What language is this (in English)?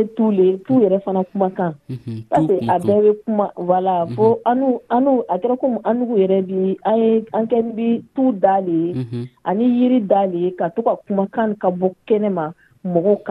Dyula